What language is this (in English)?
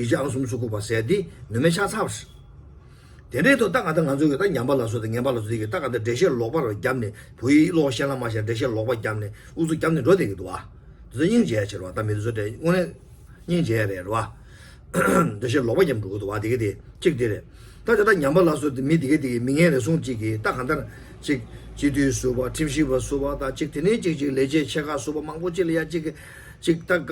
Tibetan